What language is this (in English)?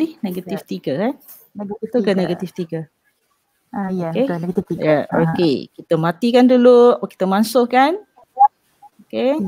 Malay